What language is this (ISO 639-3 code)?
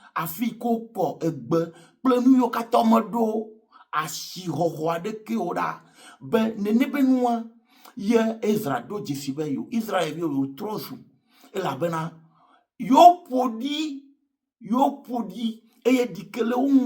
ewe